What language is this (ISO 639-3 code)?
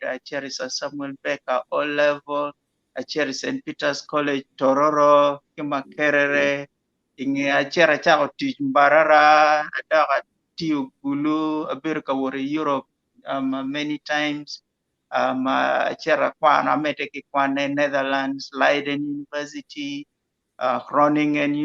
ach